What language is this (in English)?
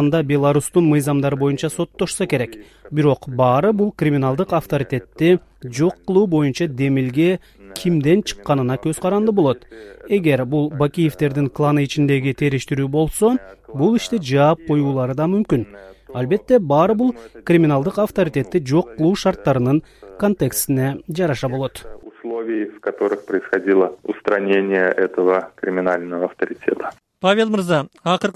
Kyrgyz